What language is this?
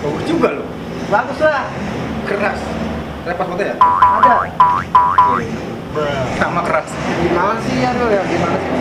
Betawi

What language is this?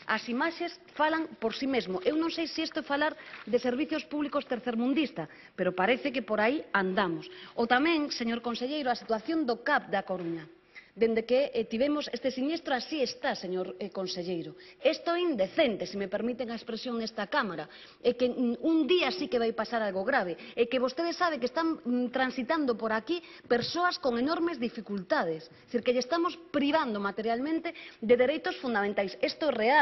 Galician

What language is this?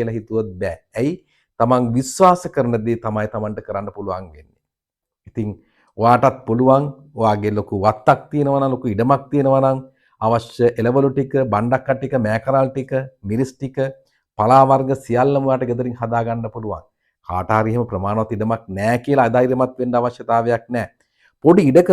Sinhala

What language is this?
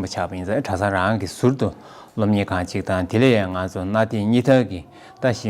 Tibetan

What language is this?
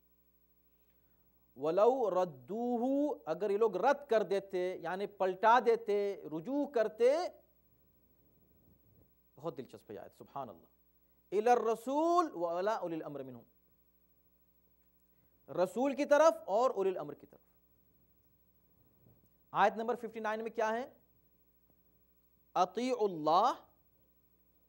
Urdu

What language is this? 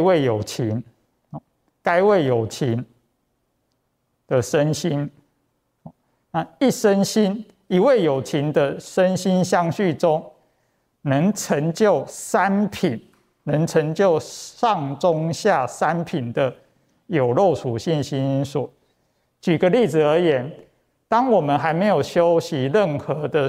Chinese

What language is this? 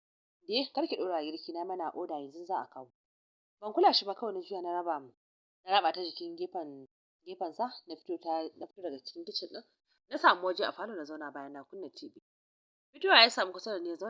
Hausa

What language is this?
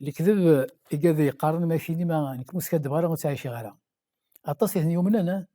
Kabyle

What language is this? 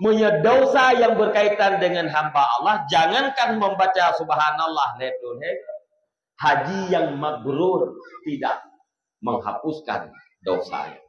Achinese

